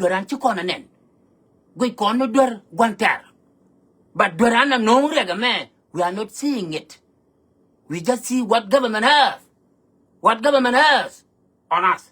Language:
Nuer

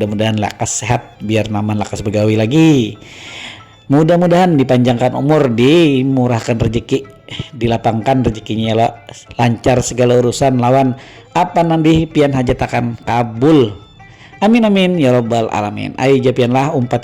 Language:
Banjar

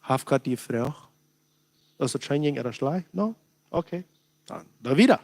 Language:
Plautdietsch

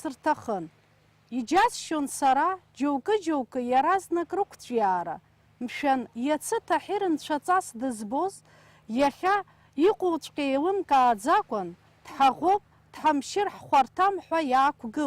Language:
Abkhazian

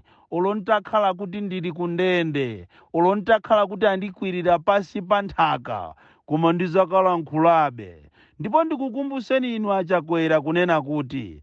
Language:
Nyanja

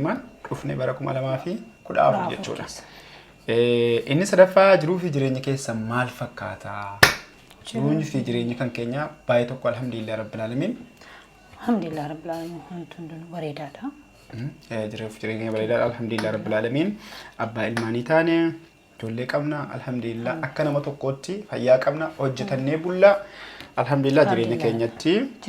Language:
Oromo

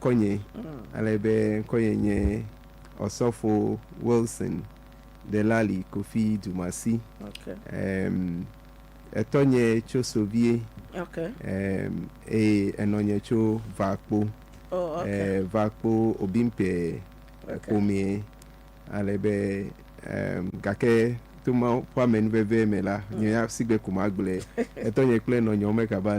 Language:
Ewe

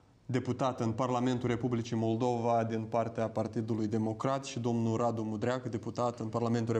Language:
Romanian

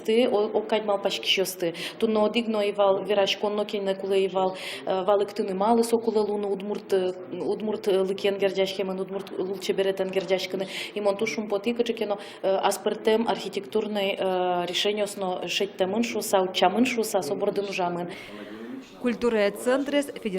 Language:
Udmurt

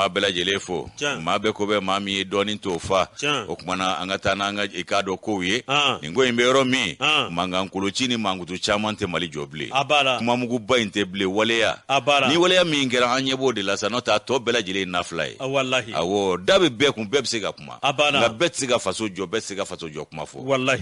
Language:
Bambara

